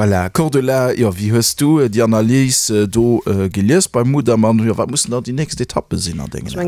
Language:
Luxembourgish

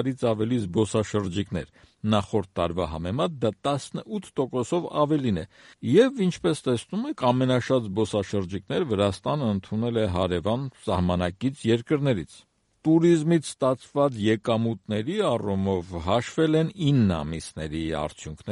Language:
Armenian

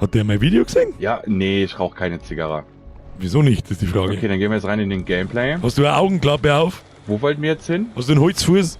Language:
Bavarian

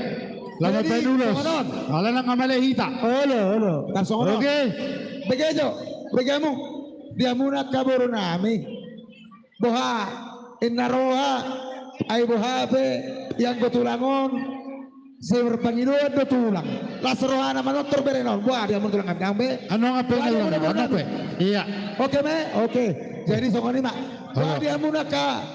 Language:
Batak Toba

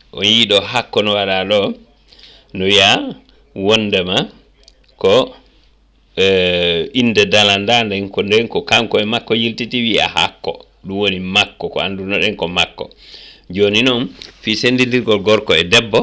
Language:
Fula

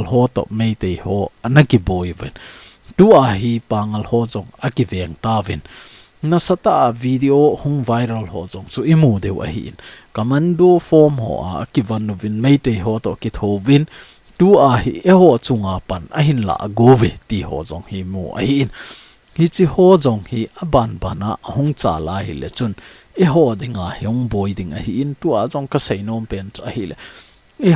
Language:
Thado Chin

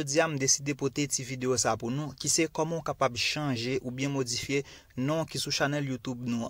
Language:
Haitian Creole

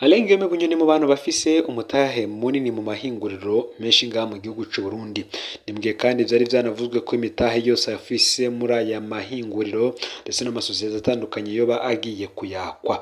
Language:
Rundi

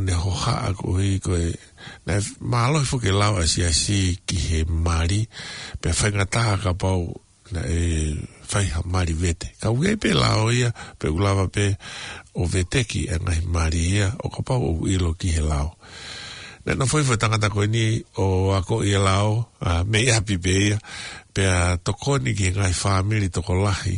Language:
Tongan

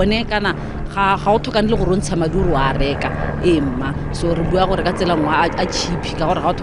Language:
Tswana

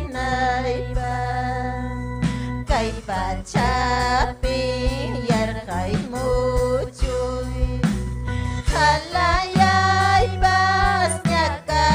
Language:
Ayacucho Quechua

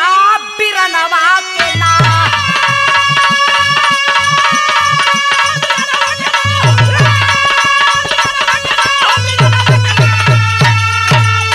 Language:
Bhojpuri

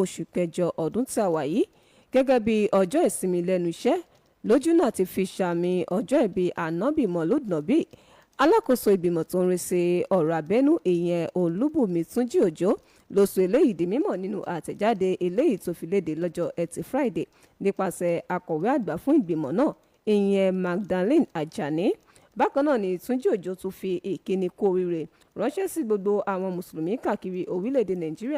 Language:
Yoruba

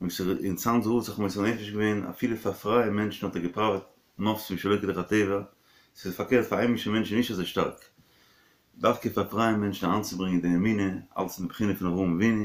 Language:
Yiddish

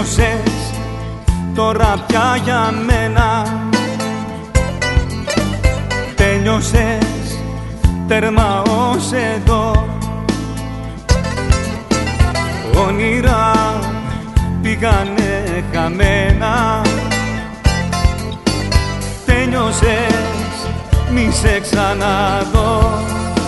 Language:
Greek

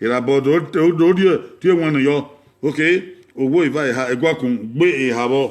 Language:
Bini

